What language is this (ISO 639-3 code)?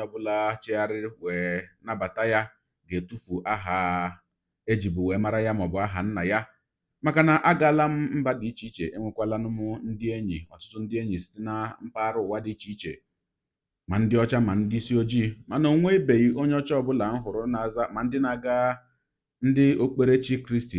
ibo